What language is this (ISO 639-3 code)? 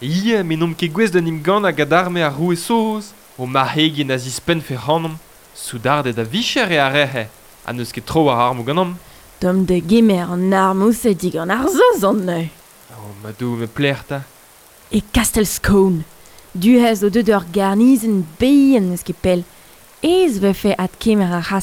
bre